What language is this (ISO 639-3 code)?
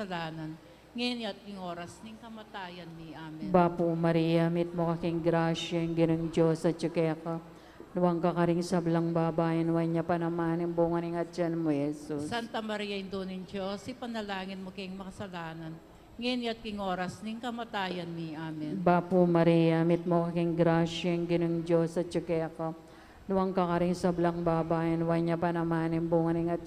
pam